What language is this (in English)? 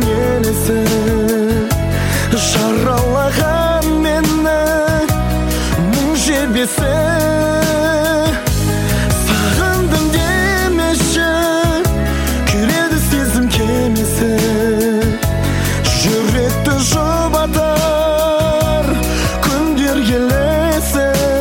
Kazakh